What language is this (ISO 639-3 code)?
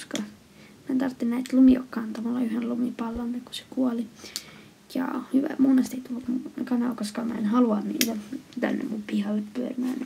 fin